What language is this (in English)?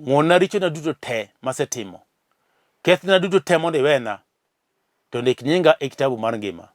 Luo (Kenya and Tanzania)